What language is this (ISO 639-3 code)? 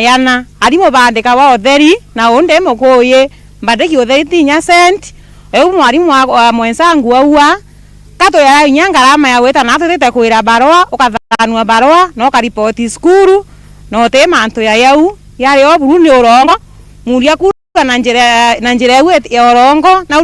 mer